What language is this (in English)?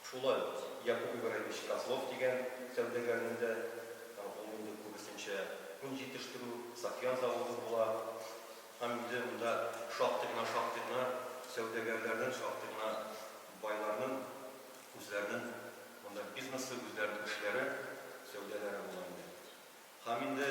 Tatar